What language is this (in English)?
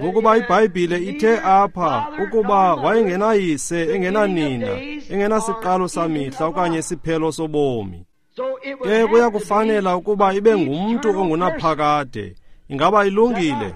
Xhosa